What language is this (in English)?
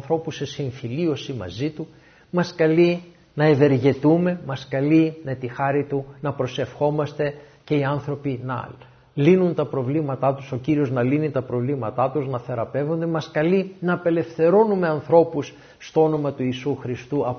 Greek